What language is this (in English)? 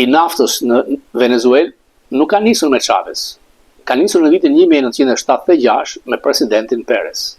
Albanian